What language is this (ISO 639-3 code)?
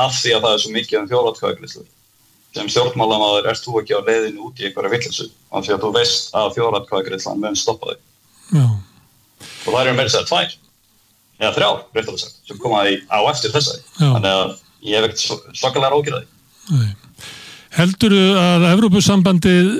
isl